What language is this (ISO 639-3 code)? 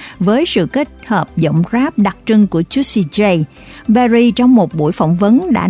vie